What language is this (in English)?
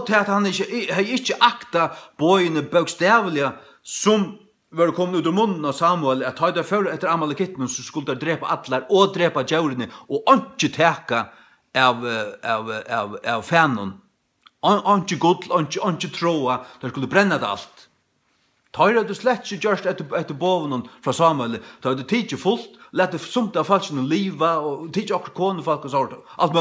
Faroese